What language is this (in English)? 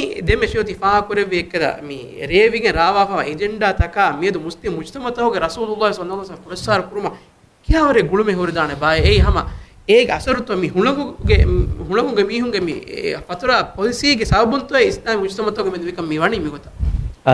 Divehi